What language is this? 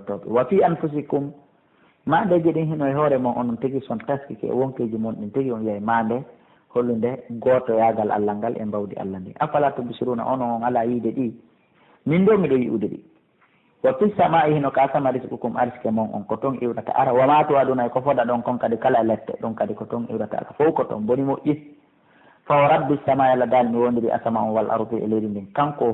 Pular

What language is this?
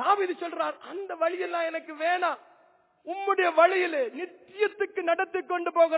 Tamil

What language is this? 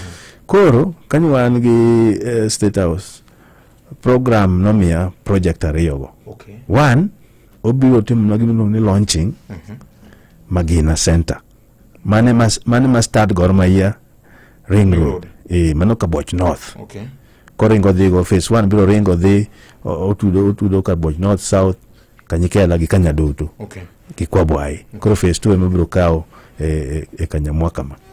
Luo (Kenya and Tanzania)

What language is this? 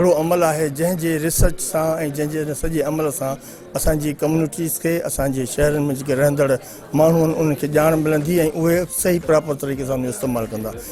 Sindhi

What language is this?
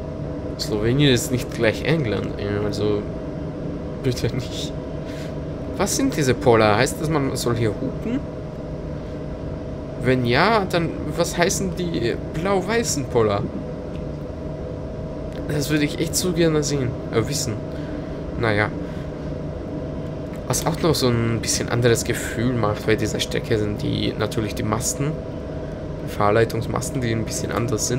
German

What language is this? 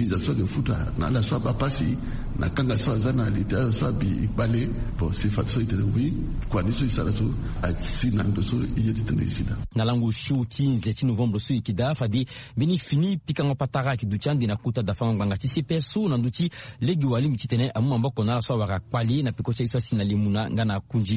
Sango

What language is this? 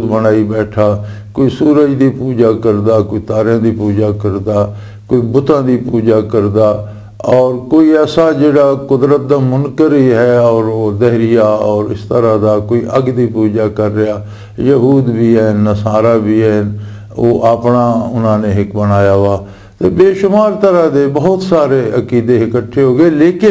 Western Panjabi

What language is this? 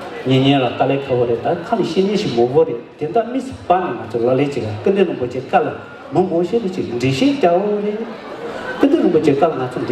Tibetan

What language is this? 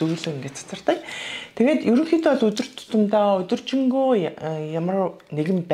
Mongolian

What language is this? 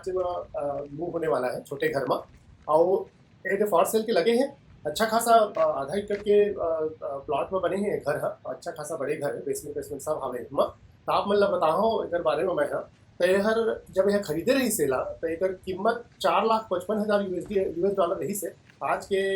Chhattisgarhi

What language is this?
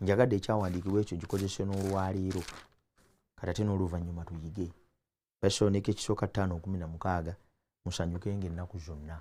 Ganda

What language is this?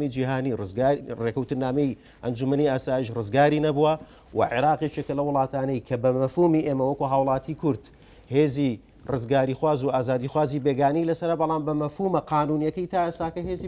Central Kurdish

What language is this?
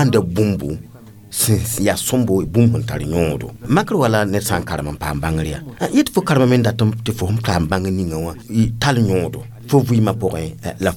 Mossi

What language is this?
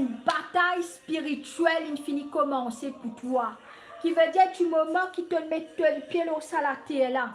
Morisyen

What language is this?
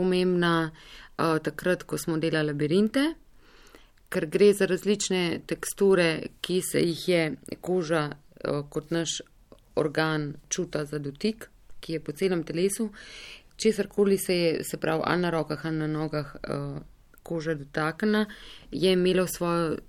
Slovenian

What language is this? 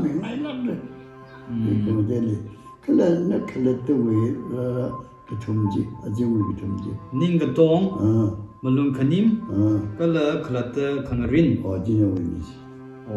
Tangkhul Naga (India)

